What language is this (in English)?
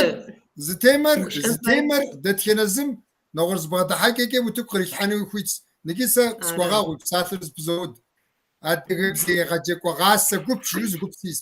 Kabardian